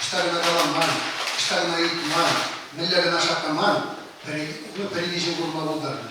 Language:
Chuvash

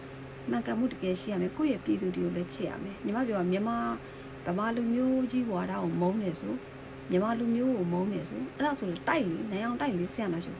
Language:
Burmese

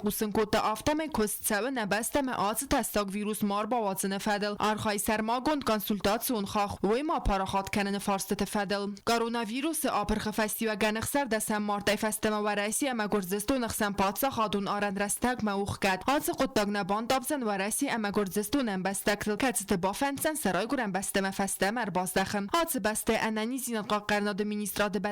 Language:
Ossetic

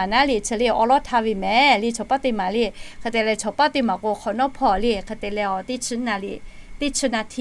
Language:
Lahu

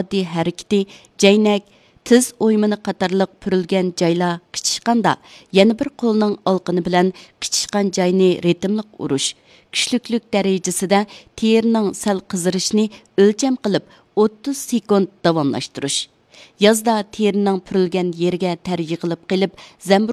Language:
Uyghur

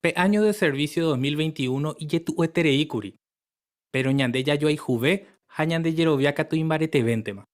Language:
Guarani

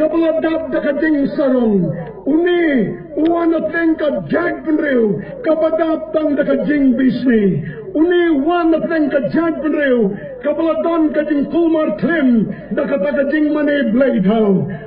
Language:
Khasi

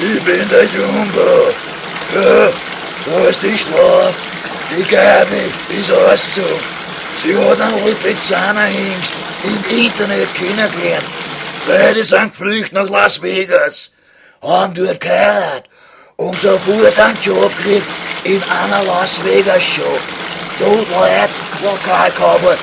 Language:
Bavarian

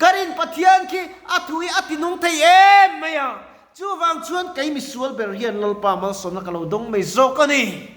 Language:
Mizo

